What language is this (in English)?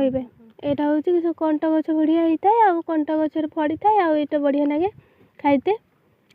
Odia